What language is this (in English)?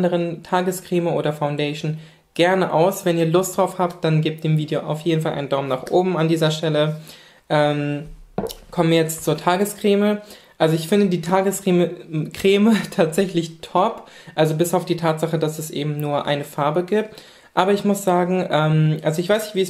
German